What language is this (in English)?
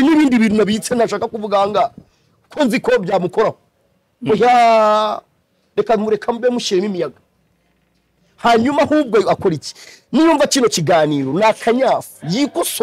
Kinyarwanda